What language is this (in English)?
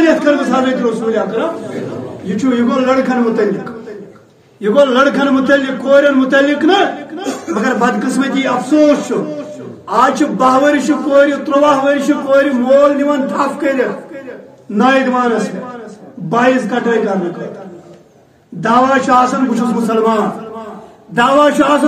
Kashmiri